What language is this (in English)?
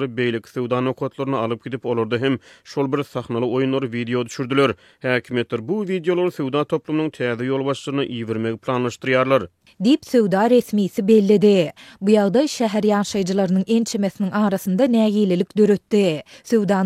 Turkmen